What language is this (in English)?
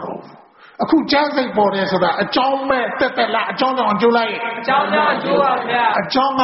Burmese